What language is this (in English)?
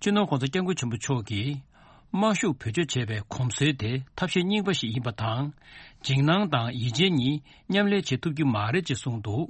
Tibetan